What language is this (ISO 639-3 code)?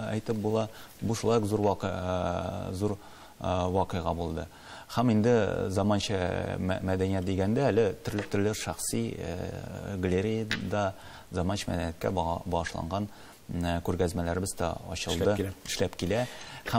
tat